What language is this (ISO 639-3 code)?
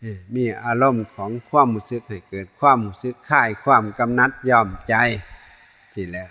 tts